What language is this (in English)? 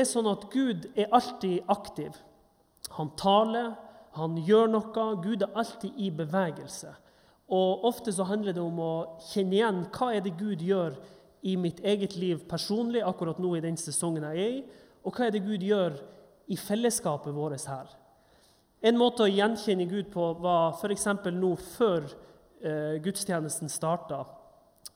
Norwegian